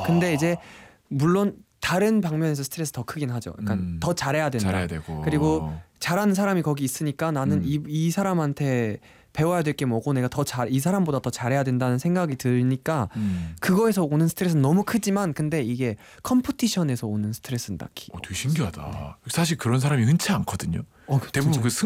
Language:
Korean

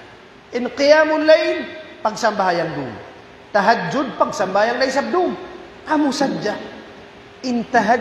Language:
Tausug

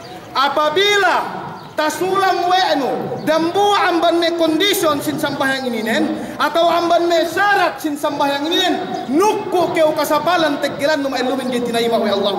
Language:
Yakan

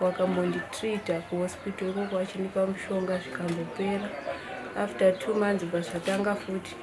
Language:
Shona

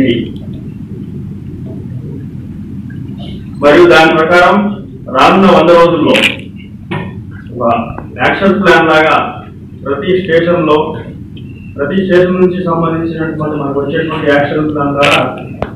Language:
Telugu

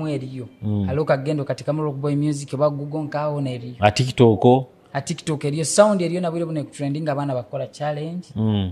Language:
Nyoro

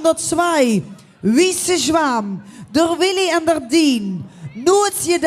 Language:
Limburgish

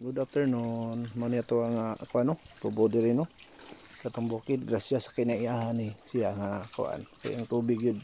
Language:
Cebuano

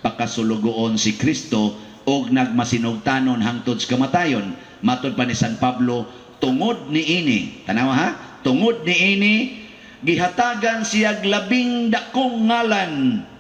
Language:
Cebuano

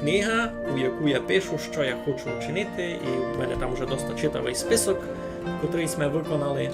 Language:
Rusyn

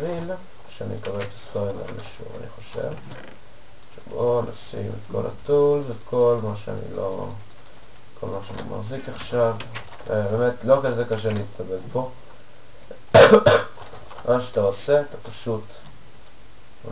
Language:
Hebrew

